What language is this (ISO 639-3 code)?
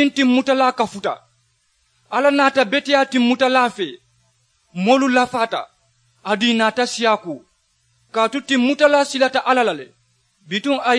man